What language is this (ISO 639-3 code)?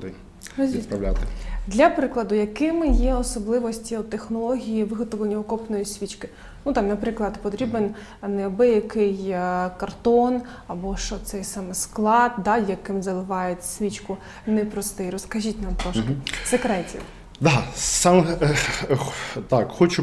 ukr